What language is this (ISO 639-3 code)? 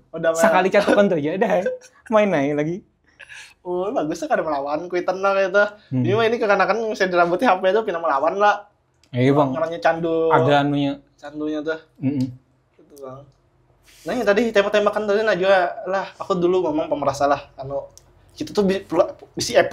bjn